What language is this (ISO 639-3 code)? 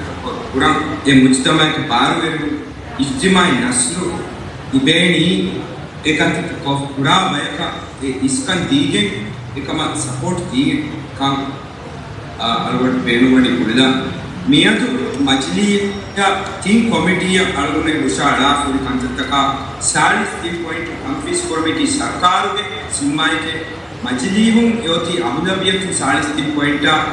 div